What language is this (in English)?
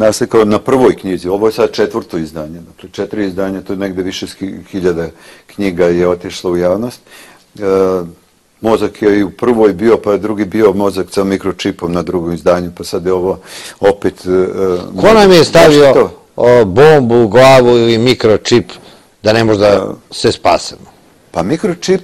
Serbian